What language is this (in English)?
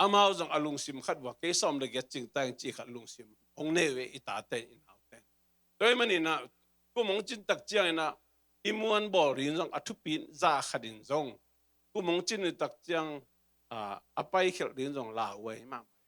Tedim Chin